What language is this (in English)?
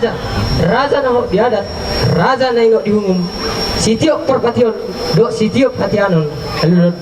Batak Toba